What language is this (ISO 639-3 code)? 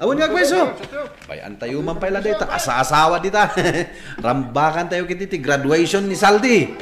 ilo